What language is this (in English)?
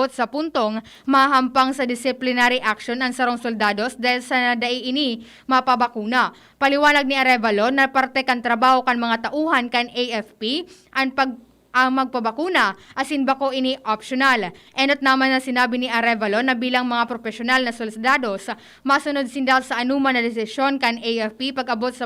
Bikol